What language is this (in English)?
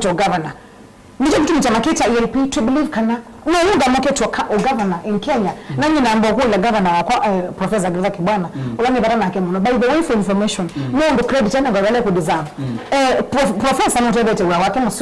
Kamba